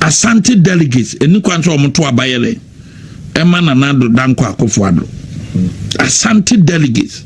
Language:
Akan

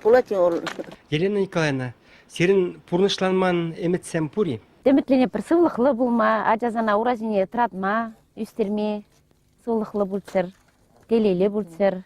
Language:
Chuvash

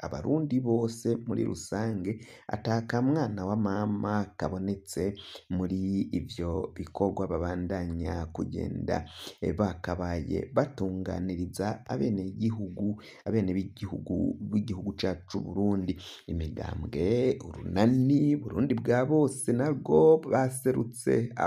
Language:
Rundi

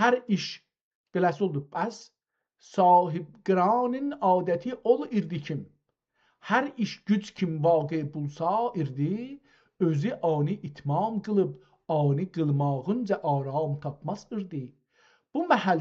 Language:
South Azerbaijani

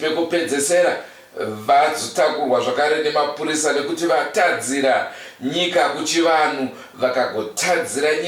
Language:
Shona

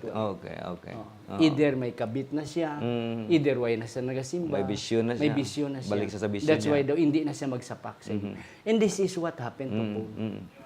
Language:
Hiligaynon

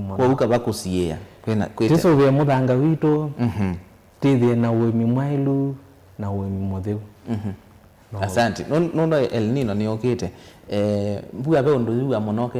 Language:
Kamba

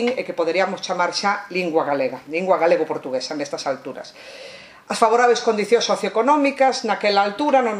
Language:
Galician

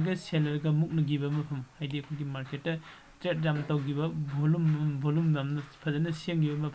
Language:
Manipuri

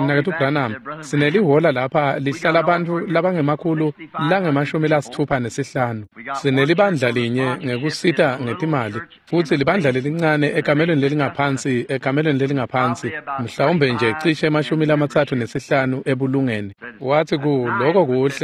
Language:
Swati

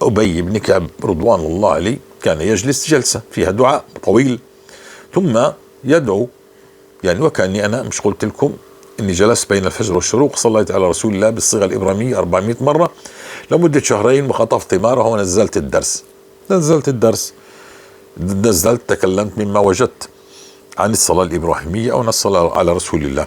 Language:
North Levantine Arabic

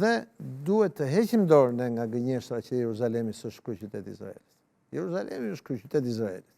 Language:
Albanian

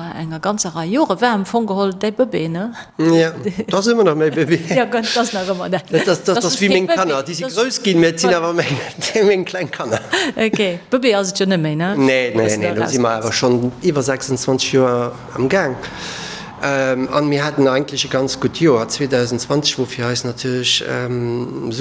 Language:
Luxembourgish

